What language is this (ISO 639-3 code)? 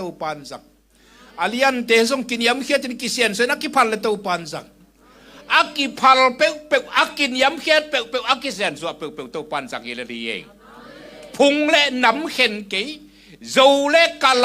ctd